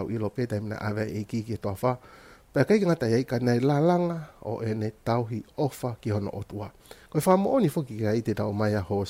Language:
Tongan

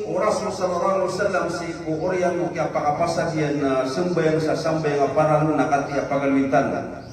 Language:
Maranao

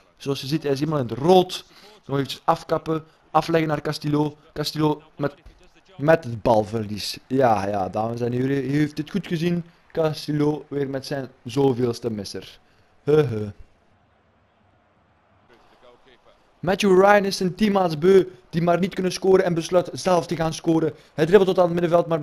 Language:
Dutch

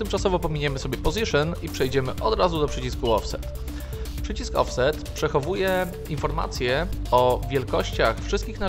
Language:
Polish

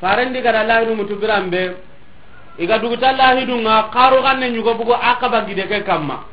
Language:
Soninke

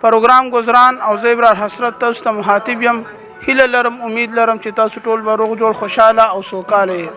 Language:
Pashto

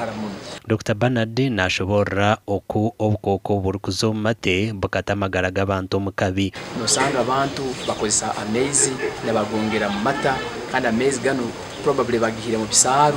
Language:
Nyankole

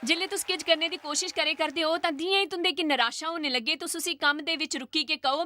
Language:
Dogri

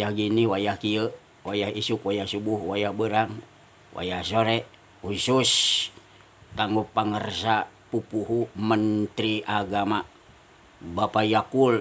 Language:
Sundanese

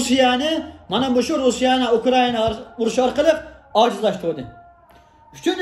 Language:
Uyghur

